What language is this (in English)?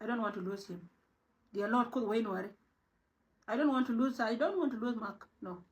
Nuer